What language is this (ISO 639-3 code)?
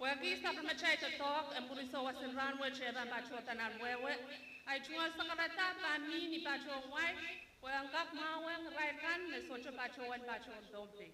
pon